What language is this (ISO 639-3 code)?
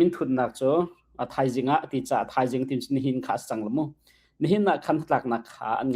cnh